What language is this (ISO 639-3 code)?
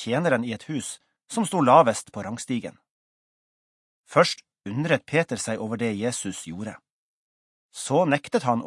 nor